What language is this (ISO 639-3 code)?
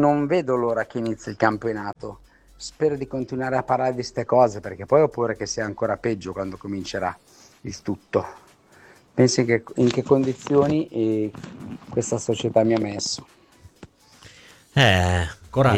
ita